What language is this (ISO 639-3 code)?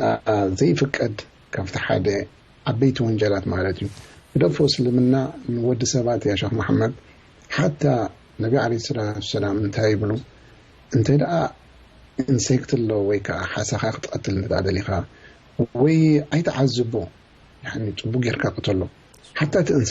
tir